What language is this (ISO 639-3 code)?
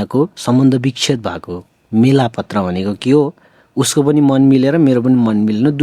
nep